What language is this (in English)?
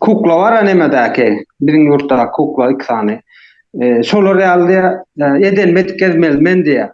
Turkmen